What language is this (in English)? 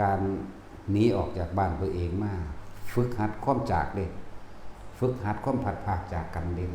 Northeastern Thai